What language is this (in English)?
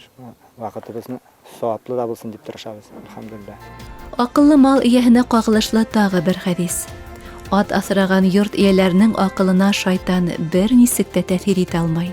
Bashkir